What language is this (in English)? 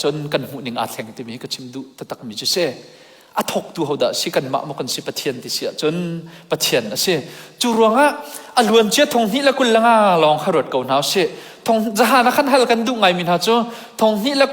Hakha Chin